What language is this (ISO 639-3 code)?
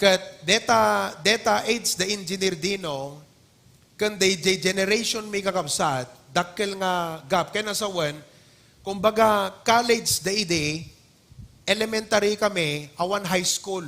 ilo